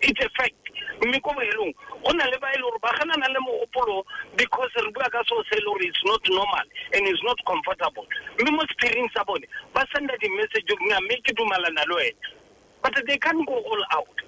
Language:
Tswana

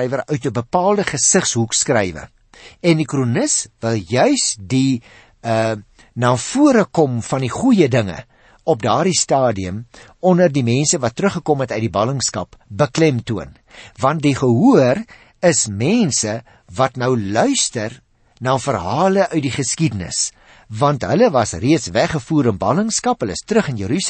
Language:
Afrikaans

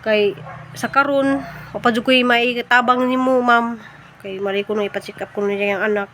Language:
Cebuano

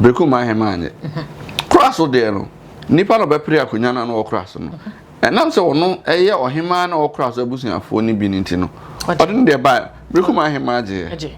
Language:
Akan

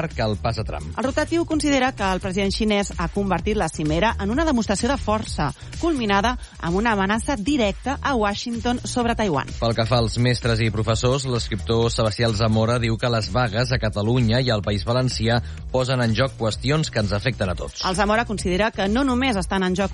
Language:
Catalan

